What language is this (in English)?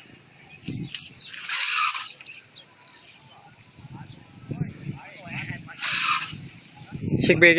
Lao